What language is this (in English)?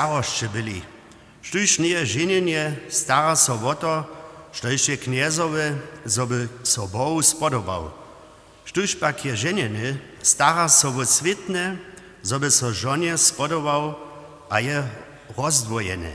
Upper Sorbian